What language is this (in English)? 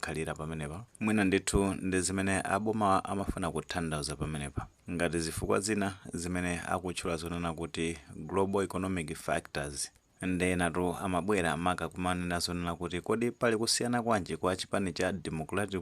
Nyanja